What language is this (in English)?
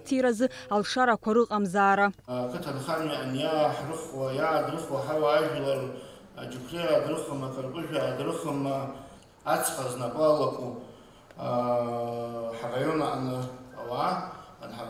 Abkhazian